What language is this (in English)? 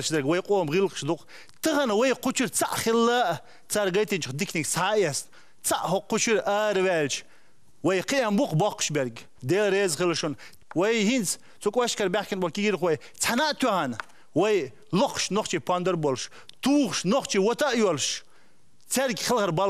Chechen